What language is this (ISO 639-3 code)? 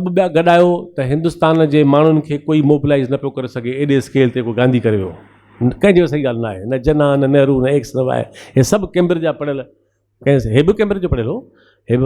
snd